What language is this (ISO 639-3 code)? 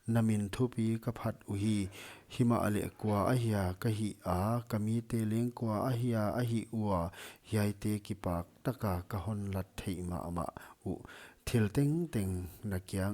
pck